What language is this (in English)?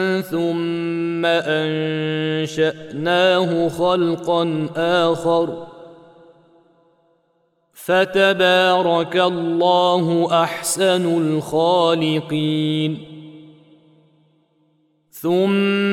Arabic